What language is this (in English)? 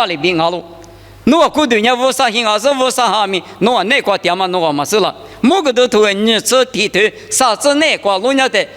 Lisu